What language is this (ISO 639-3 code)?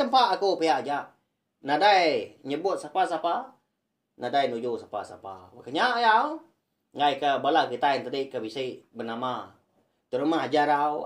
iba